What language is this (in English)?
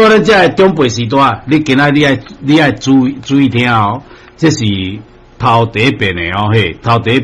Min Nan Chinese